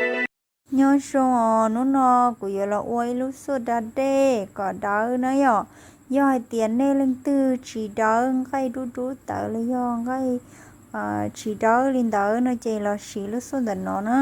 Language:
Hmong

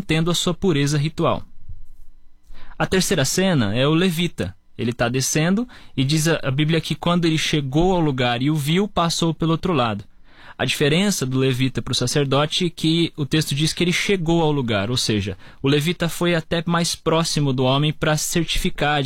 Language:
Portuguese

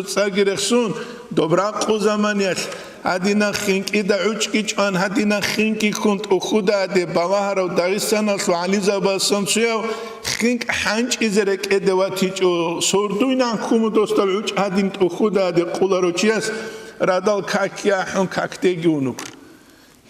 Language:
Avaric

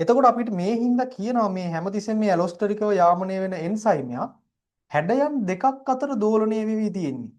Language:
Sinhala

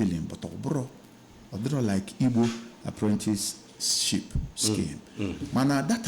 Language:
Igbo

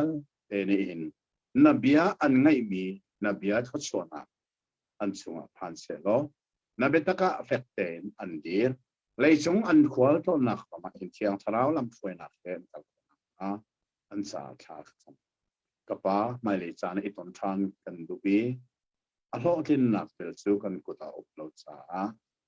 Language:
Hakha Chin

